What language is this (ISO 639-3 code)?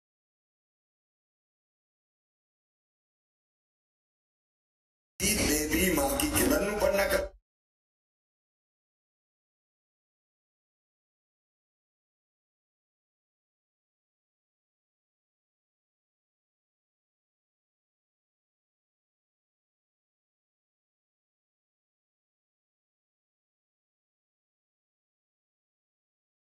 hin